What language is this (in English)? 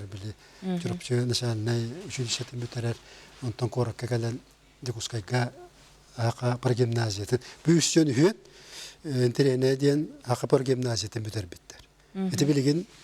Yakut